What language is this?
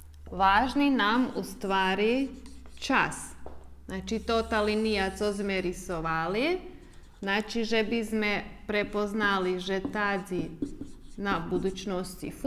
Rusyn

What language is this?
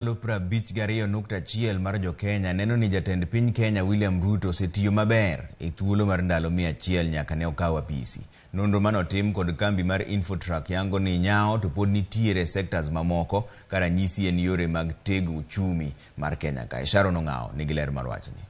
Luo (Kenya and Tanzania)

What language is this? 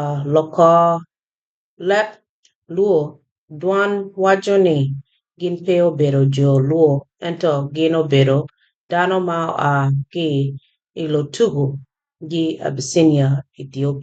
Acoli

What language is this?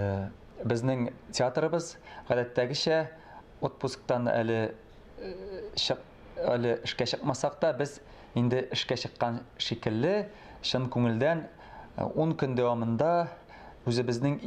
Tatar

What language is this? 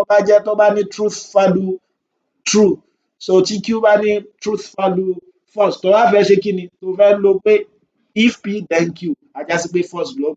Yoruba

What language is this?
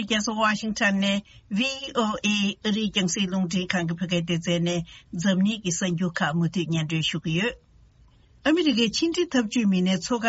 Tibetan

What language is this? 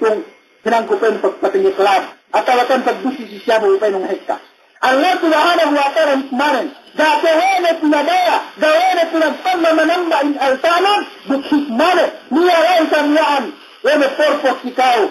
Yakan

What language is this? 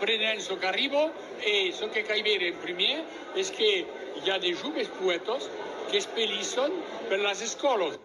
Occitan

